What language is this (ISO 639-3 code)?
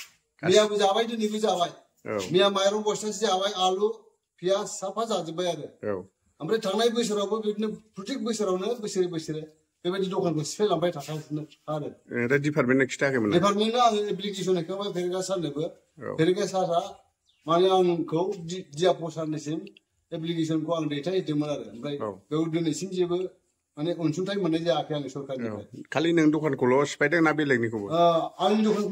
brx